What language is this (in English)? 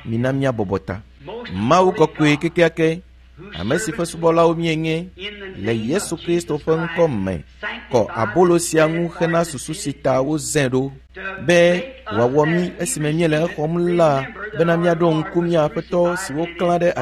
Ewe